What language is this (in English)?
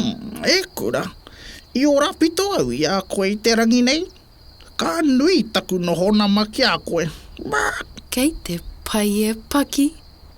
Māori